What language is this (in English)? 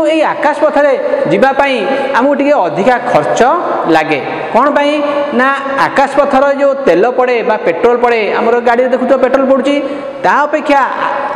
Odia